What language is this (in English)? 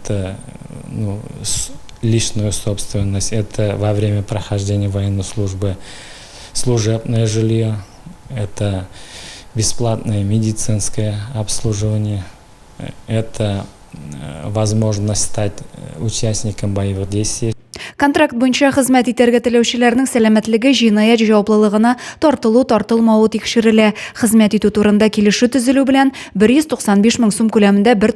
Tatar